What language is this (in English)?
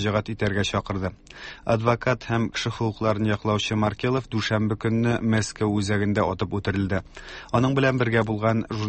Tatar